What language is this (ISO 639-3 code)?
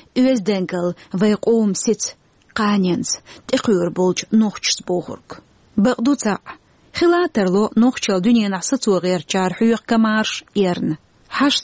che